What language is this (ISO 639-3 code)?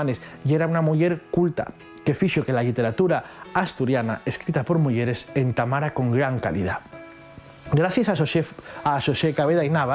ast